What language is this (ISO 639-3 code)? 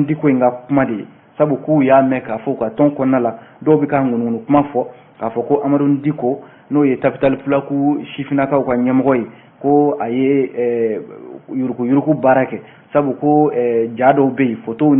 bam